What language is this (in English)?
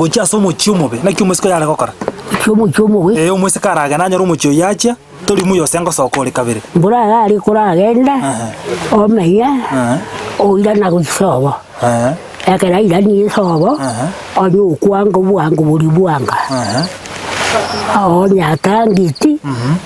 Gusii